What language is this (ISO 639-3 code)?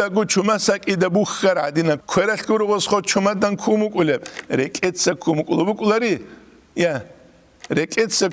ava